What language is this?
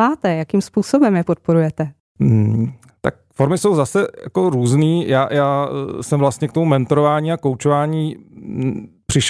Czech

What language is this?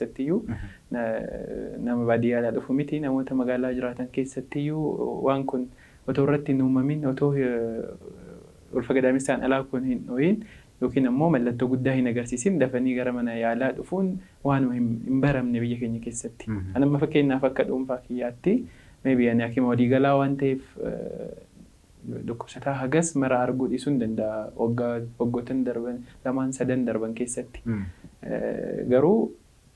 Oromo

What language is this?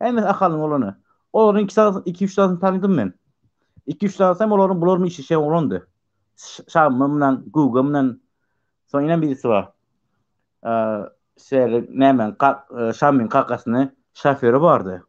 Turkmen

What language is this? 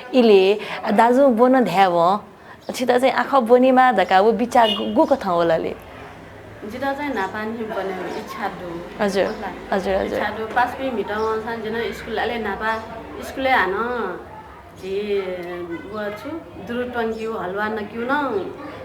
Newari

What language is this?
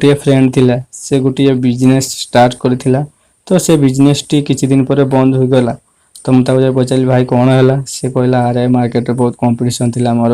Odia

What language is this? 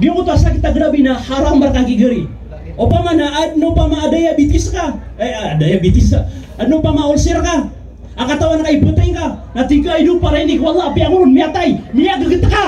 Maranao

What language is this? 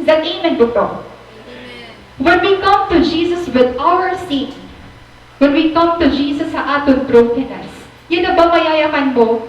Waray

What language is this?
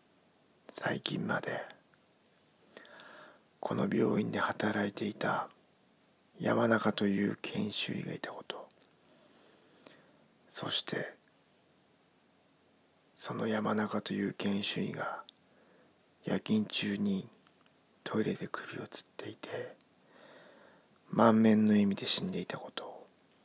Japanese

